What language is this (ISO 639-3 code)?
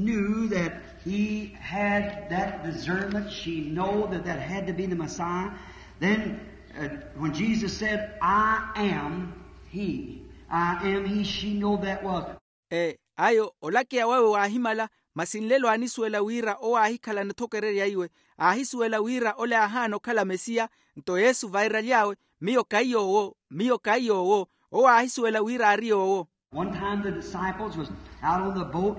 vmw